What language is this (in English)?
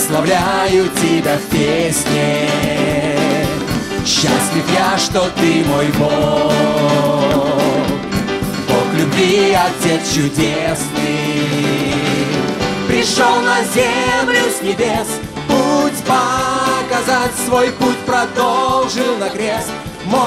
Russian